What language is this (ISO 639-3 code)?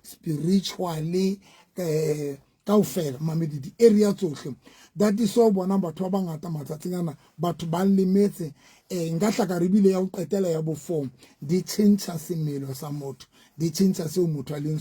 sot